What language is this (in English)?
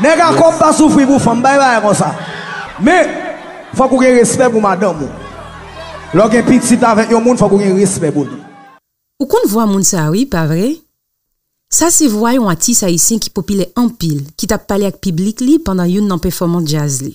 Haitian Creole